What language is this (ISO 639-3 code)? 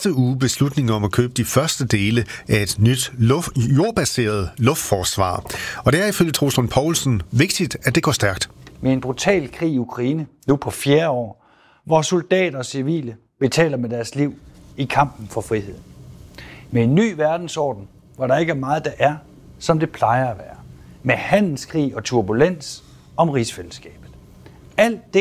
dan